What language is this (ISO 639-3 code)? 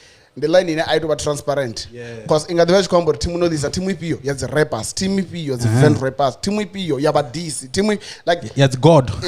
ven